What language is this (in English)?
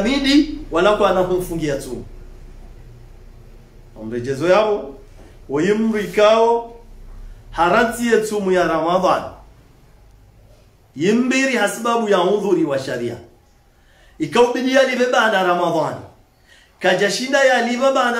Swahili